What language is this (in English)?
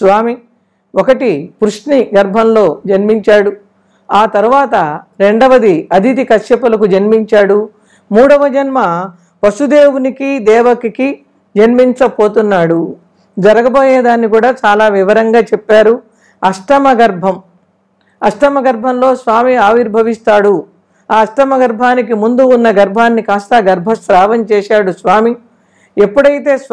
Telugu